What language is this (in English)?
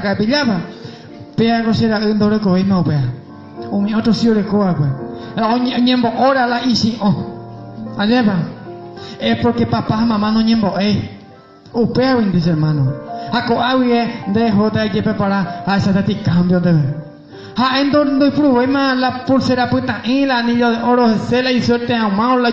Guarani